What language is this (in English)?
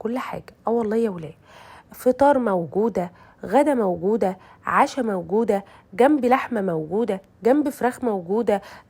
Egyptian Arabic